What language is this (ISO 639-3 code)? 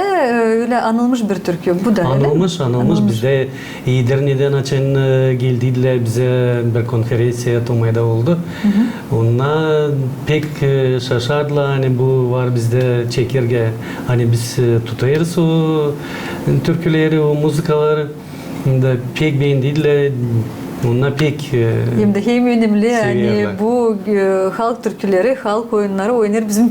gag